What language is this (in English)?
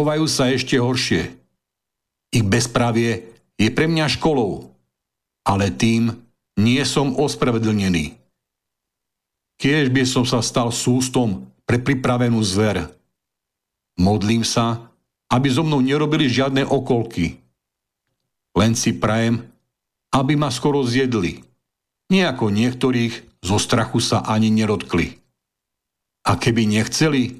Slovak